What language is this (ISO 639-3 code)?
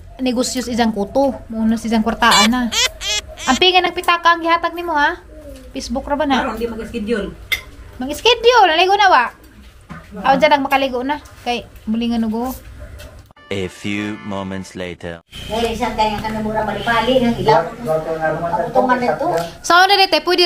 ceb